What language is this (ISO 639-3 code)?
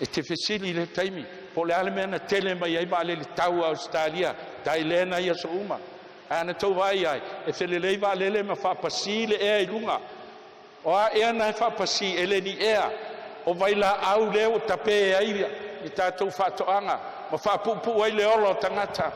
smo